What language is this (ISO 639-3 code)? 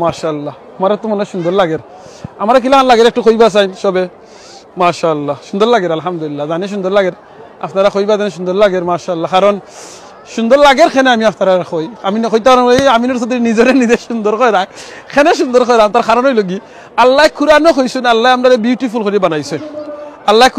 syl